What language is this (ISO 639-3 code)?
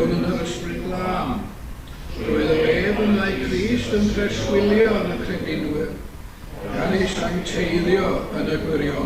cym